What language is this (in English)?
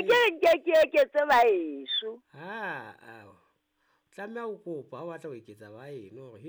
Southern Sotho